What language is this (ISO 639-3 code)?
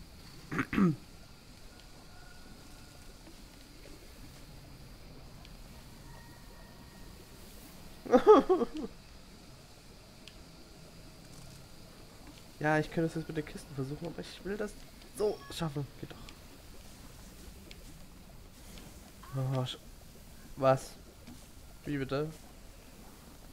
deu